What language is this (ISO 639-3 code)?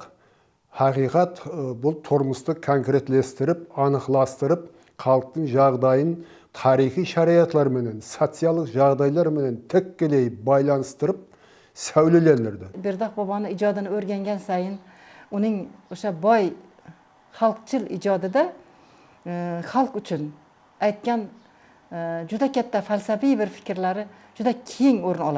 kaa